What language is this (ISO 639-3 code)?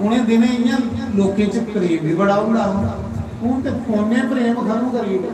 doi